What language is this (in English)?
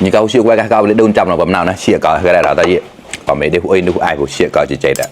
Mon